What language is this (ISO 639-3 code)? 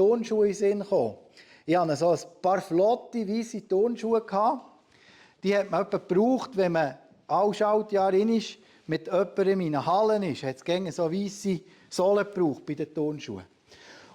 gsw